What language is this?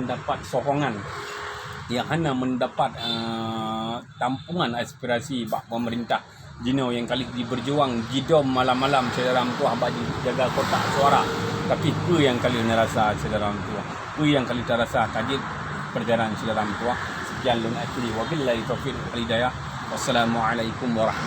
Achinese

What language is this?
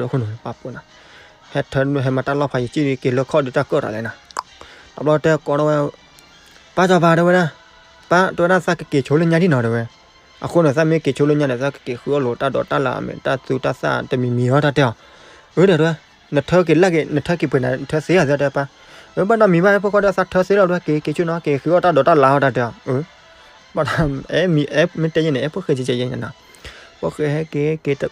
S'gaw Karen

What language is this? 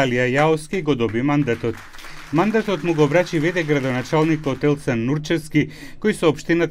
Macedonian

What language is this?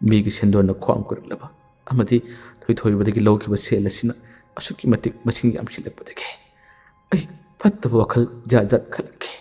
Manipuri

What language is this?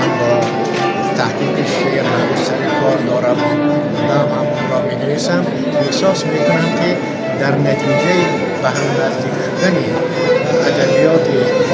Tajik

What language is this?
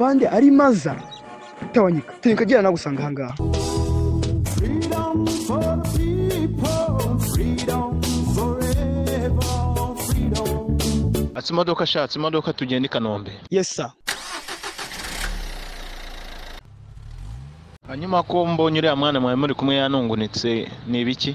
Kinyarwanda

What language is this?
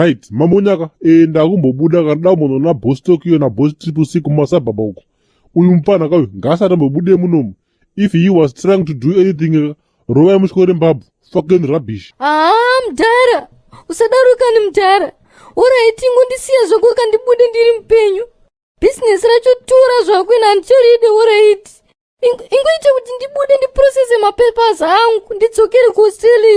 Shona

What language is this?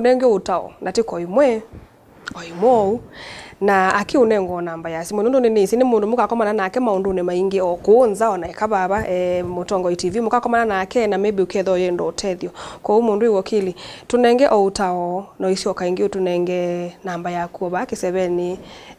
Kamba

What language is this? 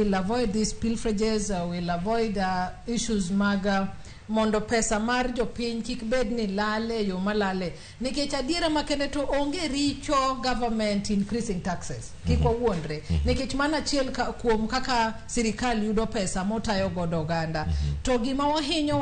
Luo (Kenya and Tanzania)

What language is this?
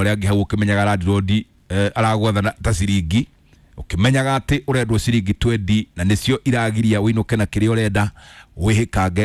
Kikuyu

